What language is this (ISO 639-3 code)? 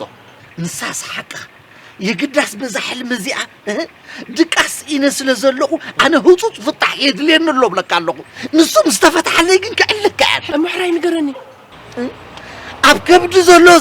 tir